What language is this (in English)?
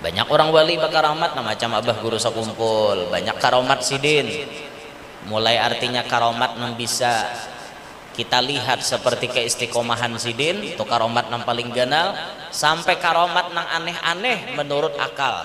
Banjar